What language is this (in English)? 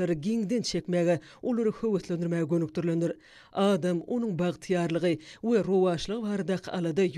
Turkmen